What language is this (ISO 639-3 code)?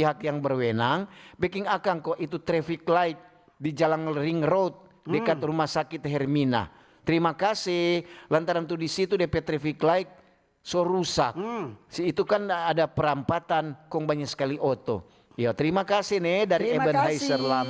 xmm